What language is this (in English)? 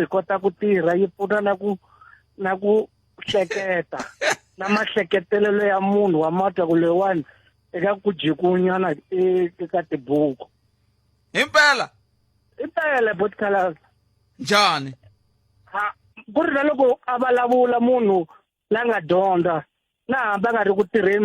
Tsonga